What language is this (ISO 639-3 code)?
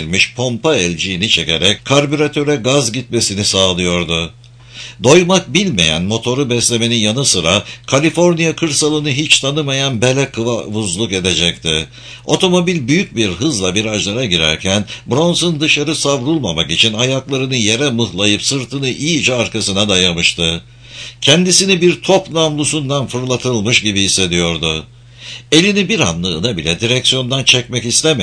tur